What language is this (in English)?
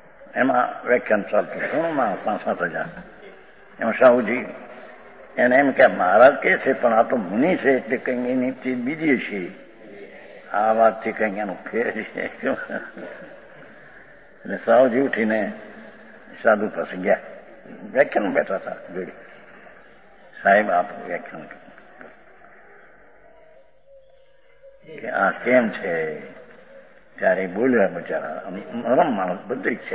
Gujarati